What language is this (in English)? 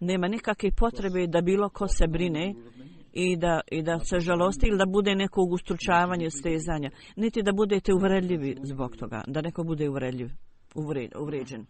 Bosnian